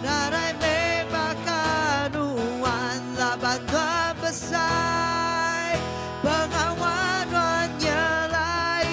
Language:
Iban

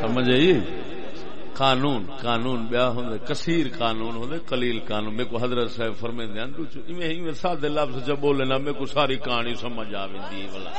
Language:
Saraiki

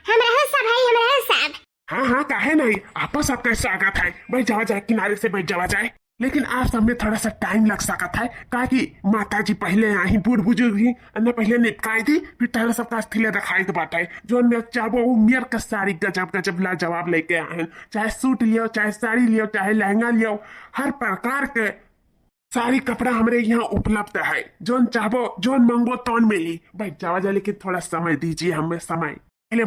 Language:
Awadhi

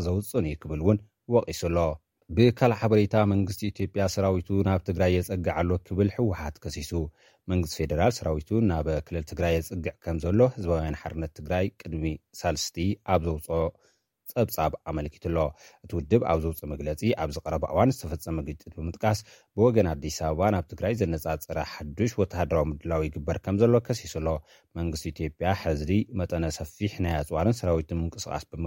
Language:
Tigrinya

